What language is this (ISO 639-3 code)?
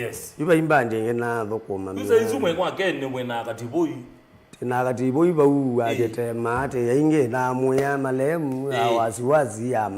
kam